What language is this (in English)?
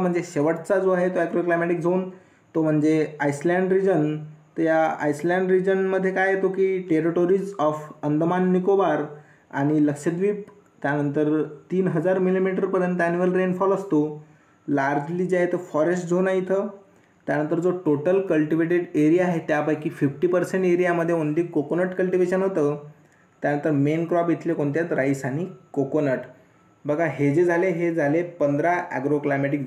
Marathi